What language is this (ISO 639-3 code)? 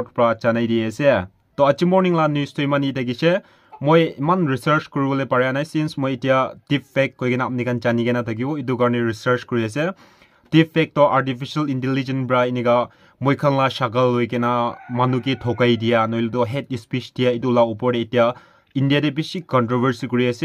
nag